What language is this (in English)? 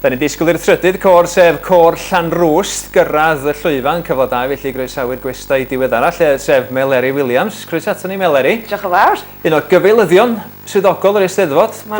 Welsh